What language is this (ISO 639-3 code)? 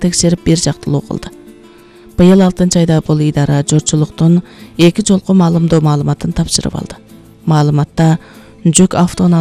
kir